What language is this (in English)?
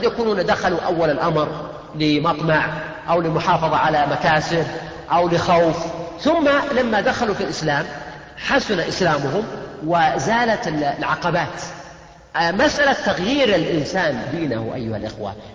Arabic